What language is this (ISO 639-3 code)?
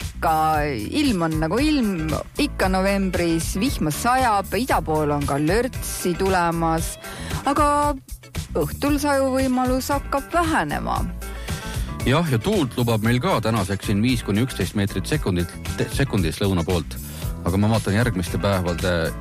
est